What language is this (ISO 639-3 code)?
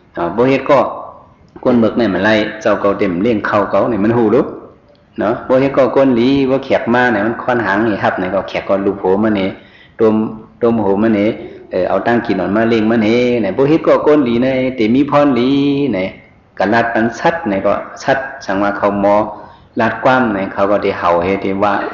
shn